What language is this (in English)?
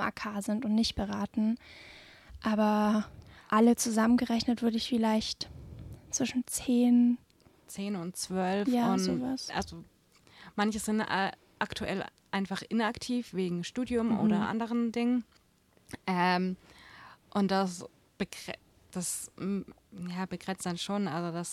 German